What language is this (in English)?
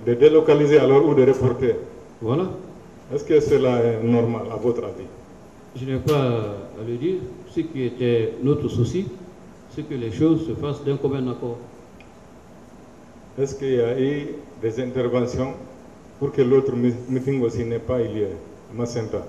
French